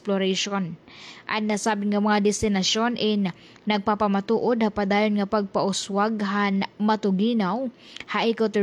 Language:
Waray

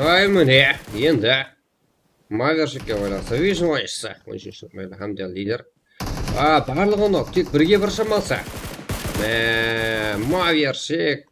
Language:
Kara-Kalpak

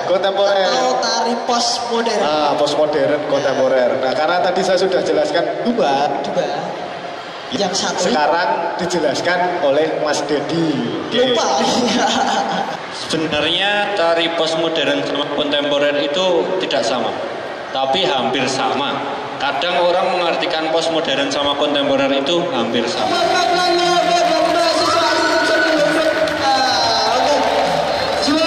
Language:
Indonesian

